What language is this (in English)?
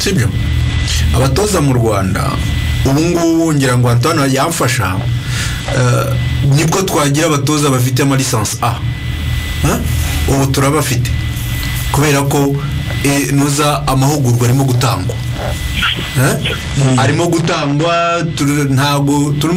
Kinyarwanda